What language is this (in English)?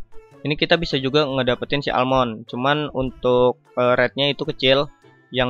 Indonesian